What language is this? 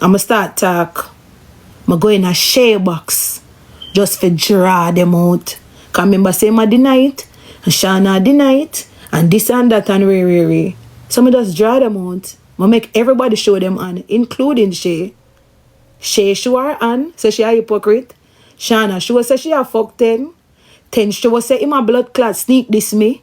Jamaican Creole English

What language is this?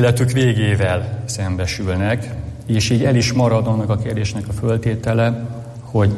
Hungarian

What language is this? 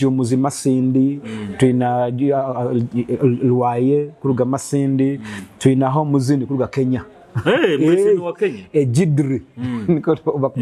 Nyoro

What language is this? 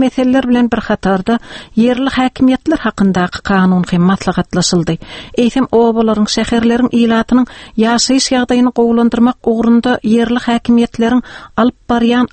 Turkmen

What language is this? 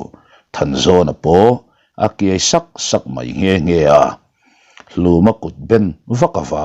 Mizo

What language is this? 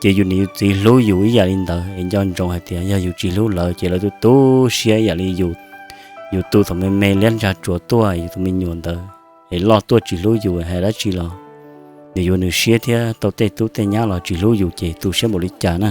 Hmong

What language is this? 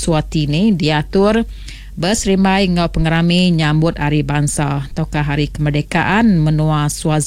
Iban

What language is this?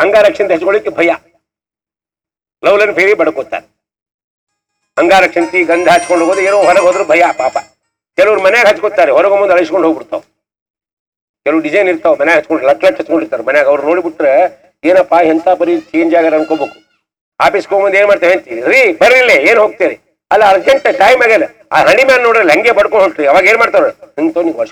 Kannada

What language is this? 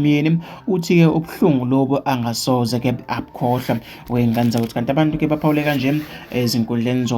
Zulu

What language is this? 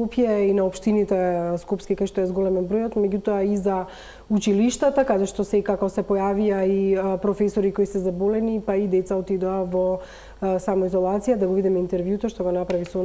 Macedonian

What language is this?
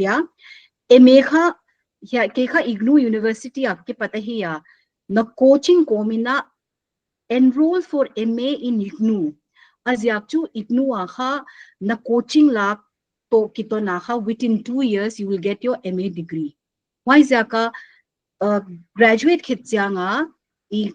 Paite Chin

